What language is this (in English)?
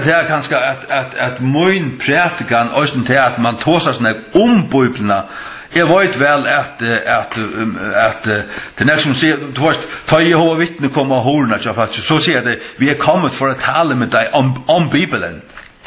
Faroese